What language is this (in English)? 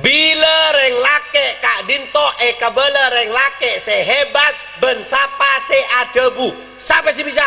Madurese